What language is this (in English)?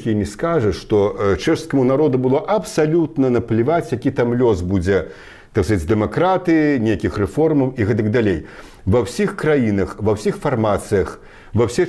Belarusian